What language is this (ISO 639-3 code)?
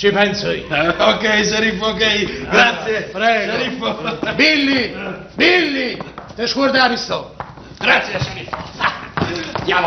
nap